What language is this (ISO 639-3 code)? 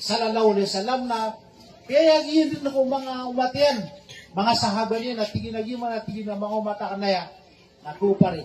mrw